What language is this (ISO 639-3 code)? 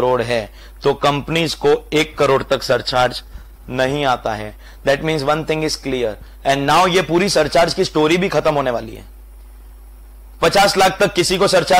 hin